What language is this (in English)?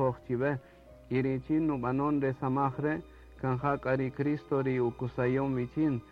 Kaqchikel